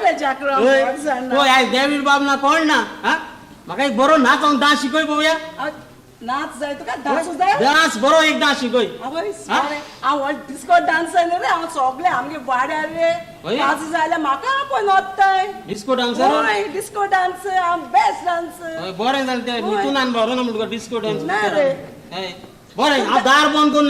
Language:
Konkani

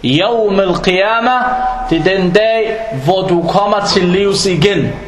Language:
Danish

